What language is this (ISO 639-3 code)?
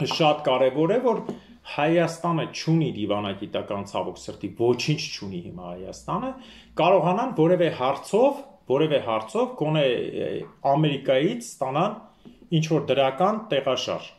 hye